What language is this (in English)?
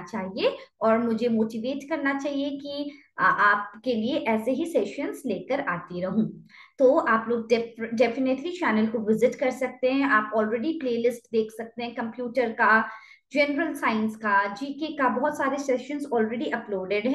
Hindi